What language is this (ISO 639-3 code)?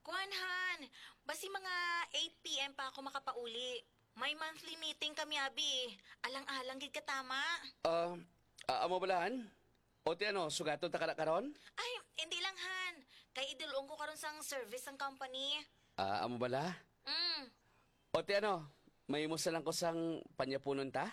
hil